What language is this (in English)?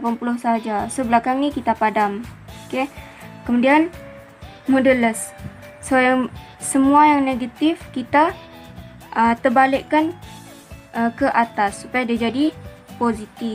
Malay